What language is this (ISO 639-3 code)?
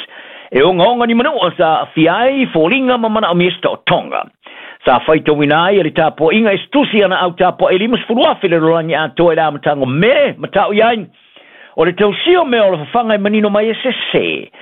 smo